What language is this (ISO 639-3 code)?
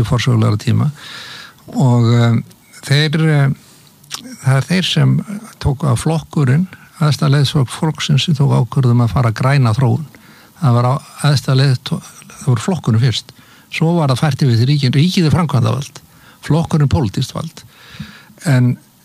isl